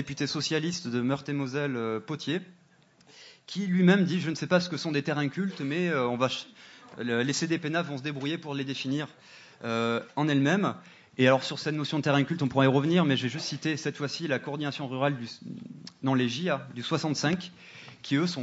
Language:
French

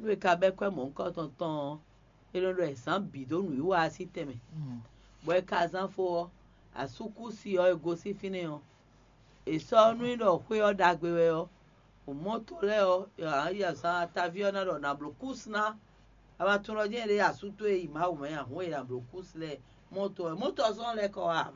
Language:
Fon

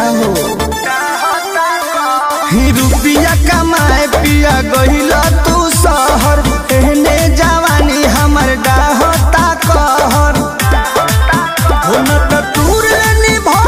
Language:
Bhojpuri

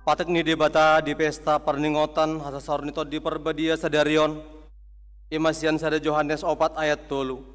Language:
Batak Toba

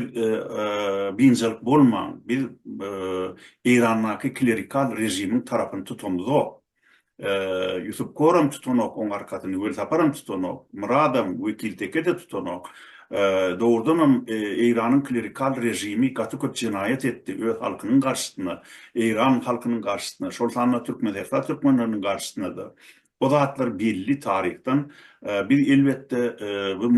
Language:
Turkmen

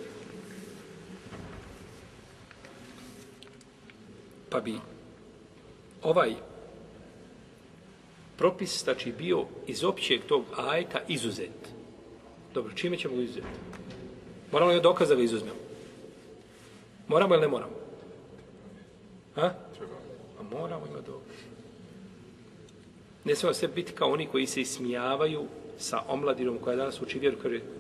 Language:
Bosnian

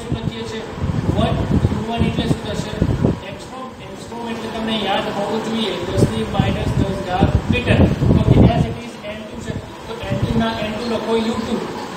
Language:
Gujarati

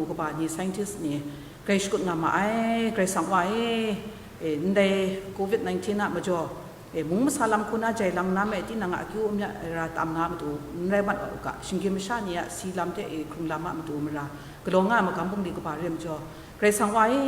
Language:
Kachin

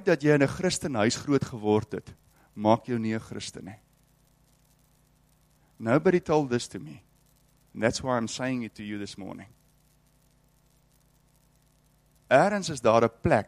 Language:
Afrikaans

